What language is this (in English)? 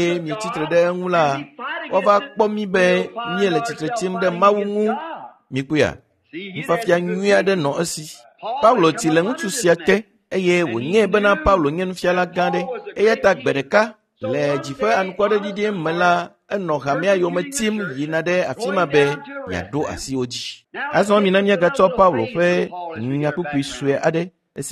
Ewe